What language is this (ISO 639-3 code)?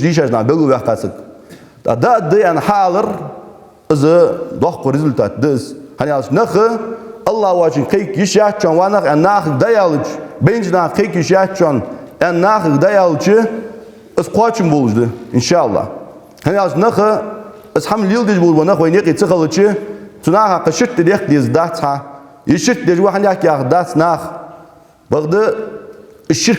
inh